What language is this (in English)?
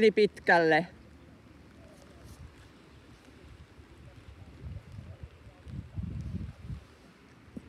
Finnish